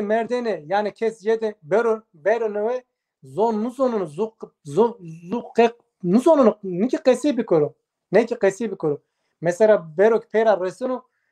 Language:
Zaza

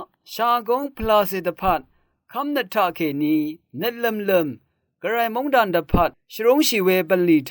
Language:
Rawang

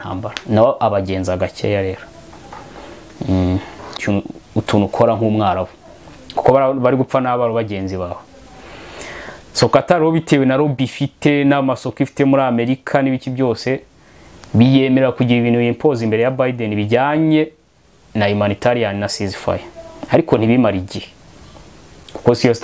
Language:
Kinyarwanda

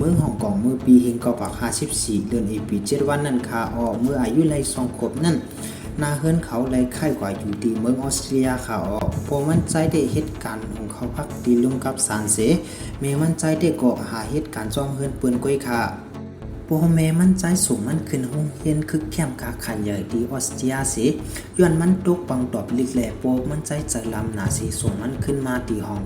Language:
Shan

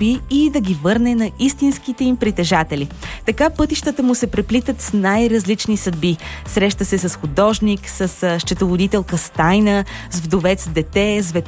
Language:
Bulgarian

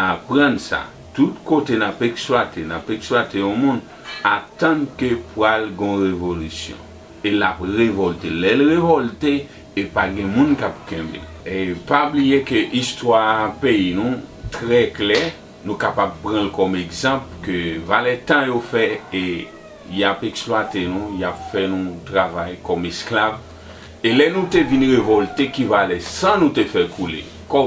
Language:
Haitian Creole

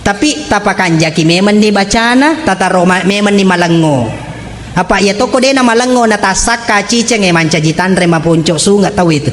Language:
Buginese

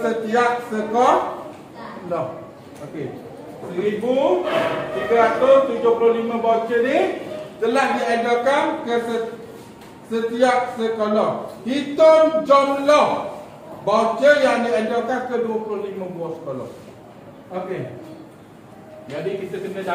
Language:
Malay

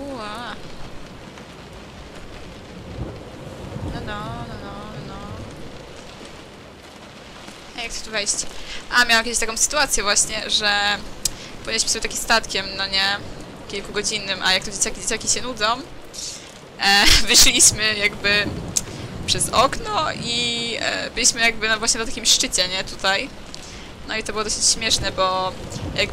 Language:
Polish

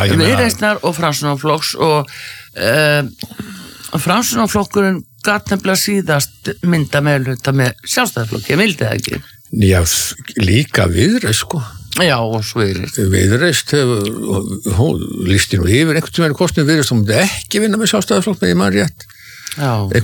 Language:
Icelandic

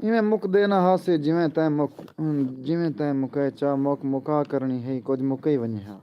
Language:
Saraiki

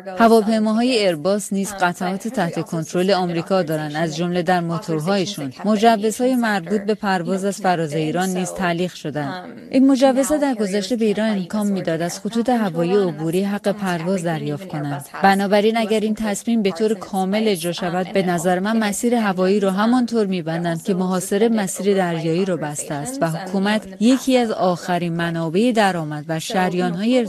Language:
Persian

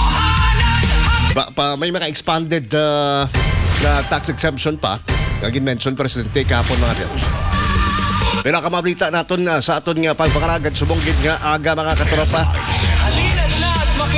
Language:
Hiligaynon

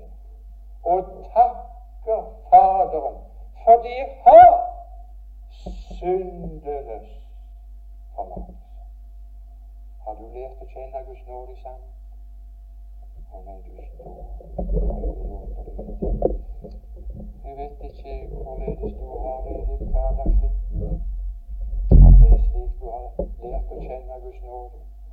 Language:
Norwegian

